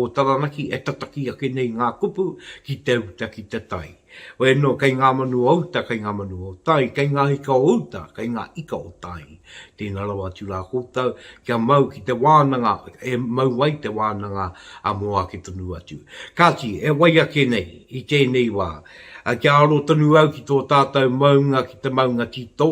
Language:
Māori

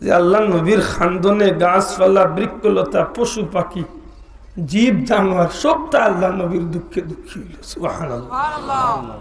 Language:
Sylheti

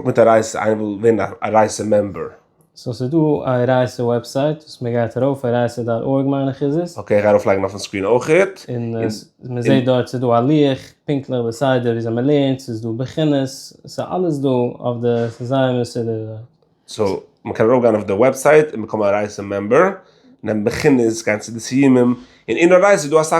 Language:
Yiddish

